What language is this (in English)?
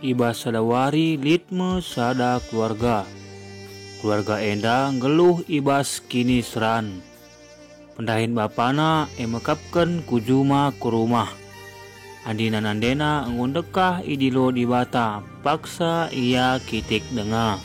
Batak Karo